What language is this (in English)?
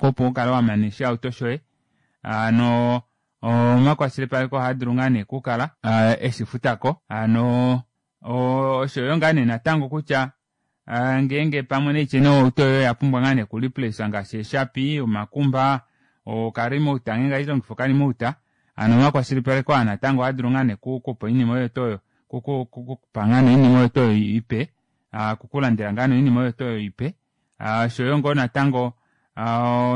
Kuanyama